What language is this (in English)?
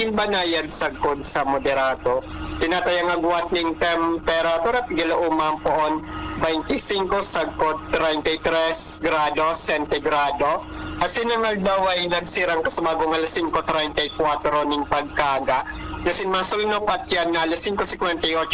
Bikol